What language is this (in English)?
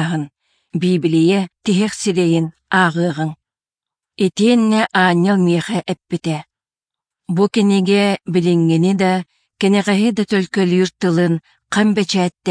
Yakut